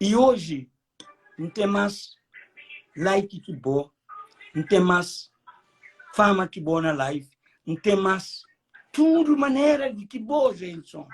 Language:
Kabuverdianu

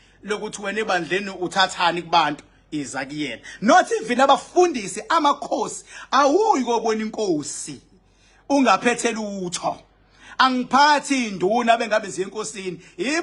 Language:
Zulu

